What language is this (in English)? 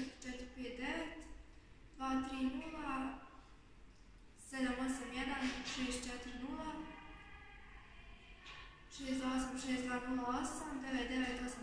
Croatian